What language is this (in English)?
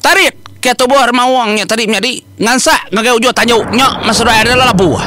Iban